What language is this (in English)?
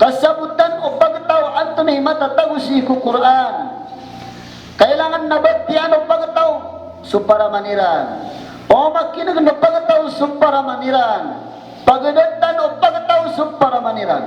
Maranao